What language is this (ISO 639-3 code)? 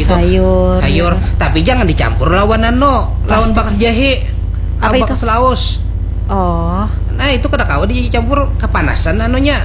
bjn